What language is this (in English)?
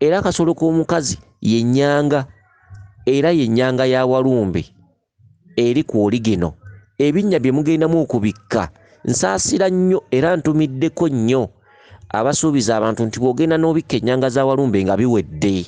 Ganda